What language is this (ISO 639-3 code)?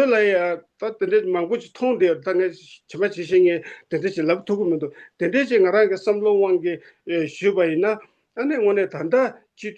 bod